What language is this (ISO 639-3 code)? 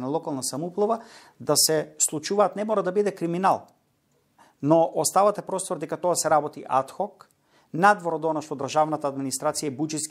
mkd